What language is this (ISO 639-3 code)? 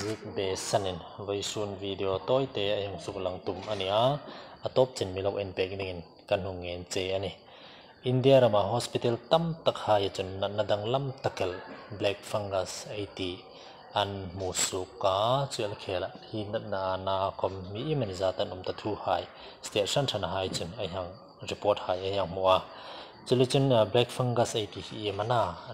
hmr